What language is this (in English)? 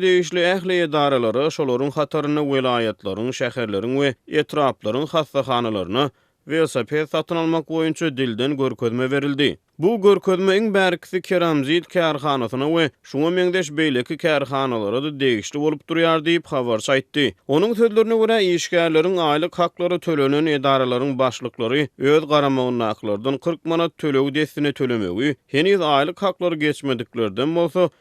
Turkmen